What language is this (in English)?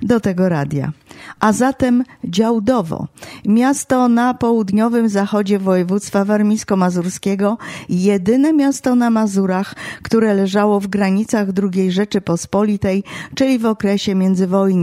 Polish